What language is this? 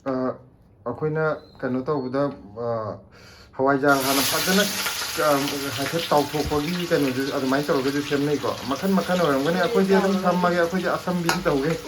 Manipuri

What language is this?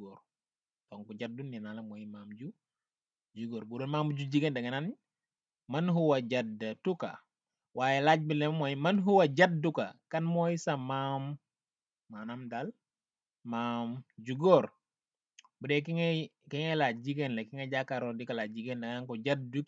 Wolof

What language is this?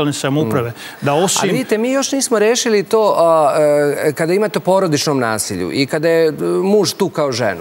Serbian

